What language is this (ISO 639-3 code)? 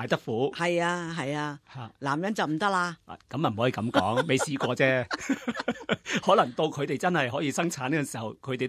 yue